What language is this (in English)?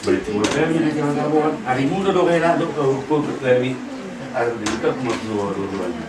Batak Toba